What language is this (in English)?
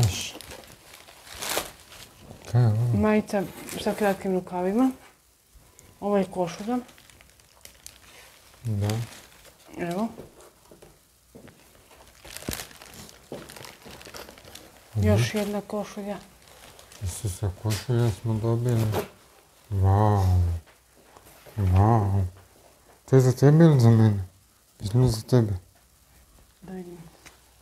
Croatian